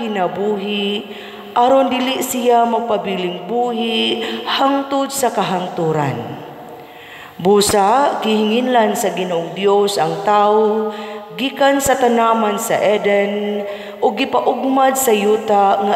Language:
Cebuano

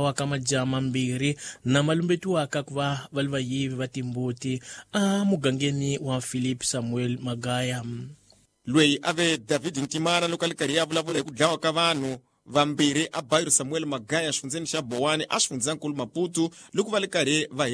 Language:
Tsonga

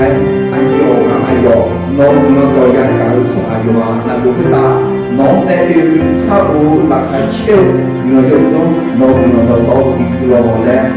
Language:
Akha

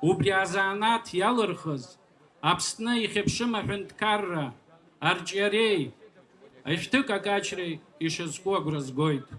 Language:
Abkhazian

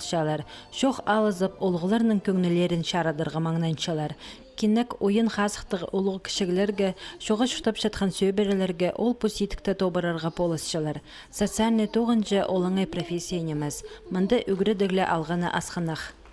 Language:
Khakas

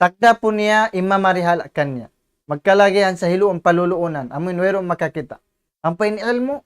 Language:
Tausug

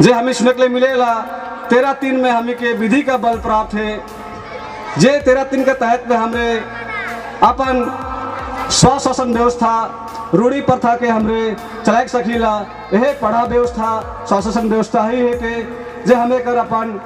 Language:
Sadri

